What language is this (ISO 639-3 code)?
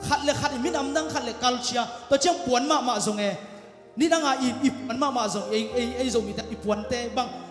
ctd